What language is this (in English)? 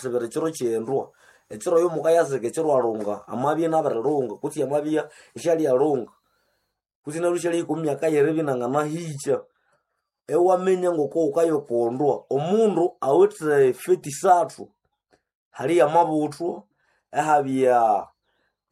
Nande